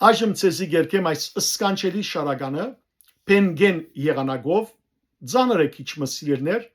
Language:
Western Armenian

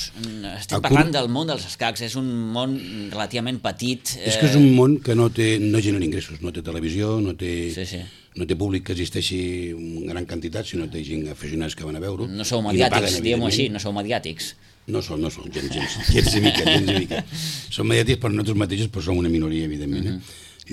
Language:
Catalan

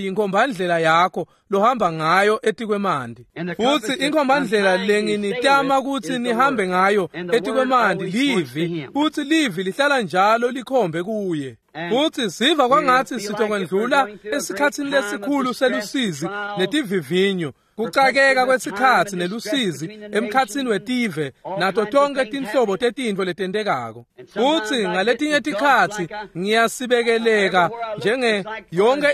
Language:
Swati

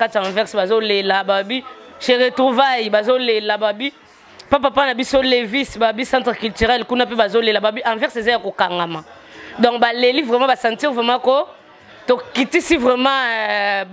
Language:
Lingala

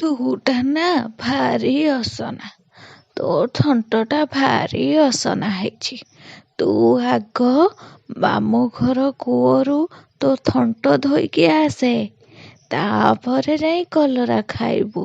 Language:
Odia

